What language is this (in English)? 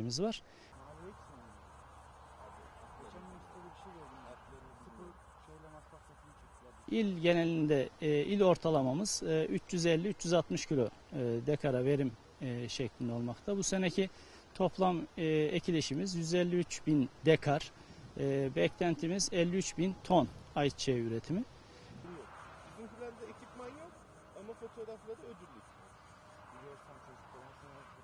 Turkish